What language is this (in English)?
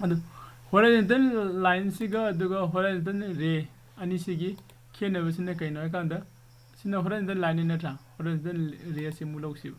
Manipuri